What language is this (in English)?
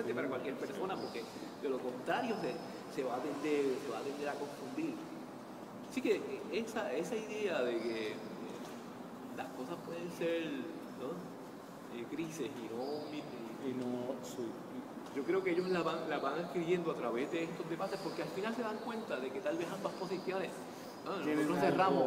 Spanish